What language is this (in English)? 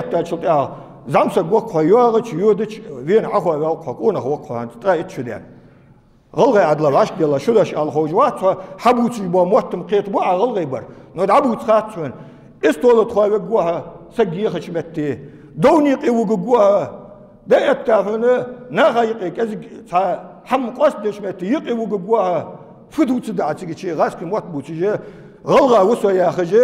Ingush